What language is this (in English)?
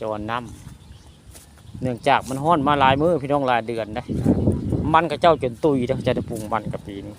Northeastern Thai